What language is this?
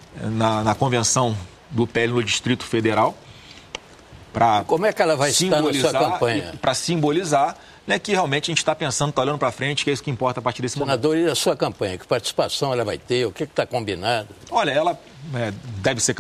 Portuguese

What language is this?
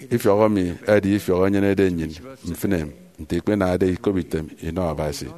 Efik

